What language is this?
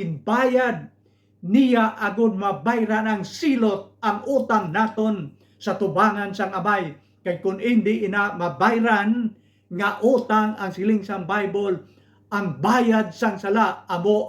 Hiligaynon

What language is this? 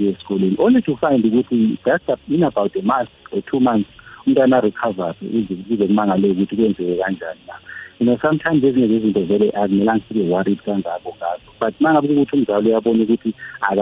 South Ndebele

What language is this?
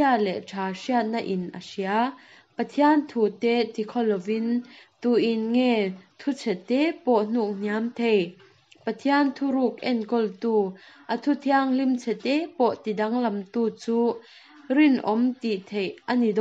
Mizo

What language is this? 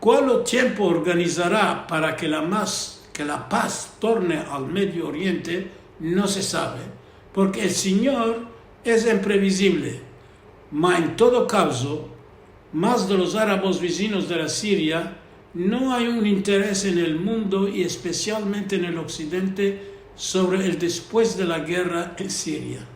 Ladino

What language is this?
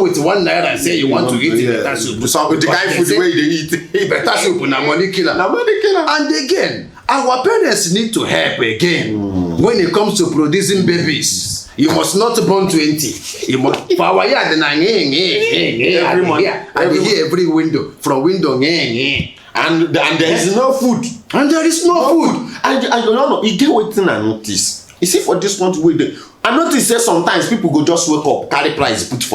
Nigerian Pidgin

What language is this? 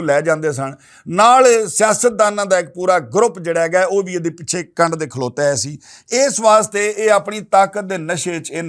Western Panjabi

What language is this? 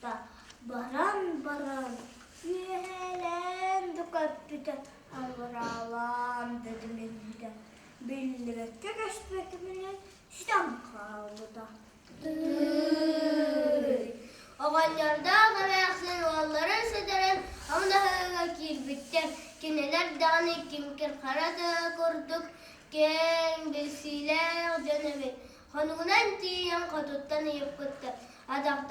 Yakut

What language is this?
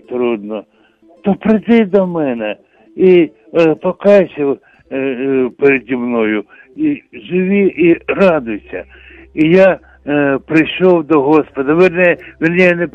Ukrainian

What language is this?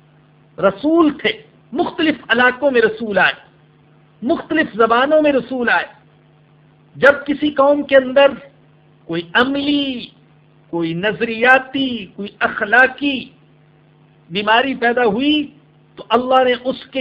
Urdu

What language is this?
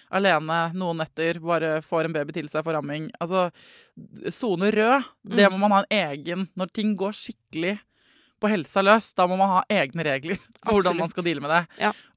Norwegian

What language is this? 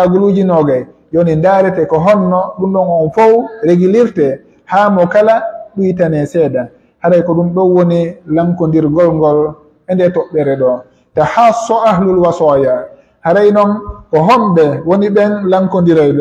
Pular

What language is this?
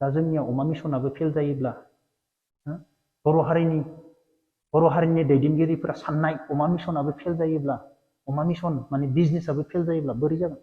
Bodo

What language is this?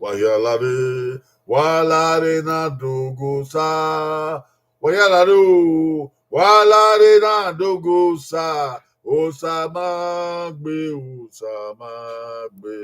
Bini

